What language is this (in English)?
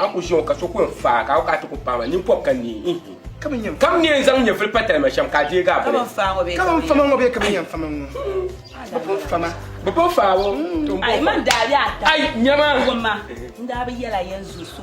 Dagbani